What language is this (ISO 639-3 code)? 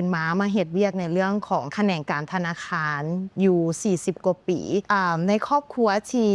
lao